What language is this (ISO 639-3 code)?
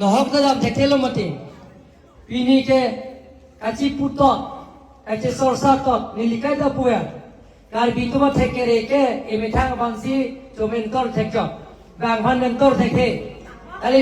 mjw